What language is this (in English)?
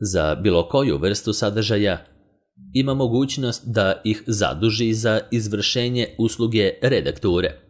Serbian